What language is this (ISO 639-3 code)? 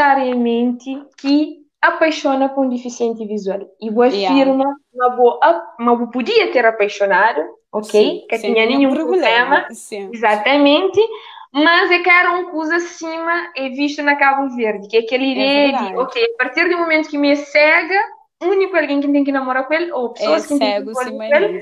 kea